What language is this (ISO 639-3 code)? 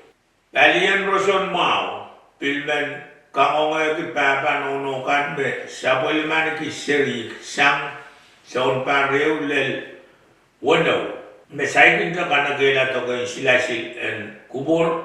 pon